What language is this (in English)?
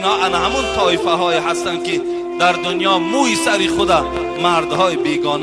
Tajik